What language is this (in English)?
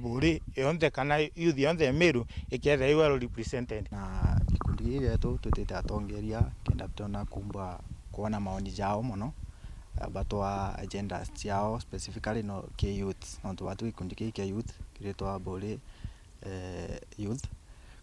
Meru